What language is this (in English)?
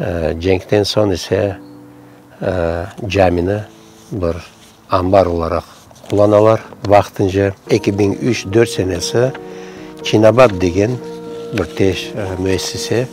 Crimean Tatar